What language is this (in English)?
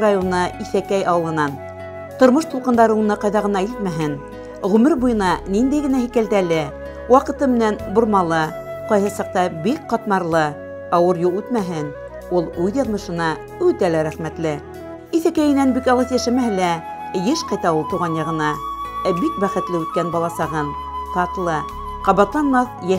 Bashkir